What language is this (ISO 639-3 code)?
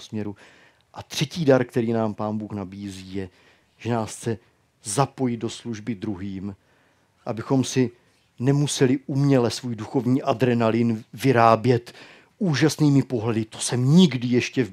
ces